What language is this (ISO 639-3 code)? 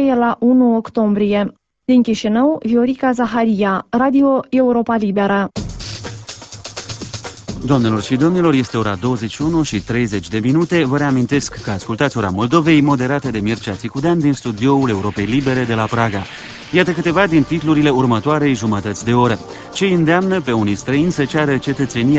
ron